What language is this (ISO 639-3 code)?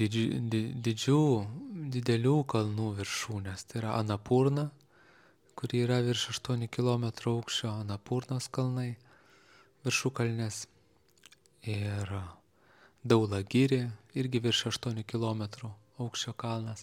lit